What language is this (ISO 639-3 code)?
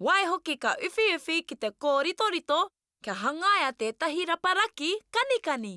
mri